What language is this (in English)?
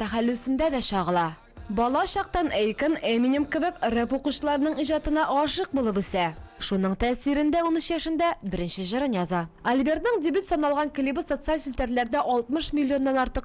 Tatar